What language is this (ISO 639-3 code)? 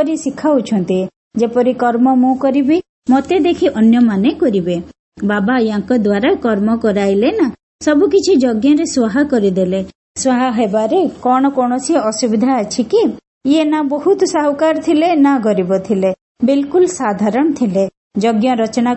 ori